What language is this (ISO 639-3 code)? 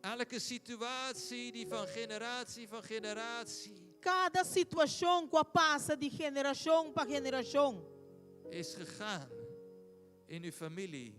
pap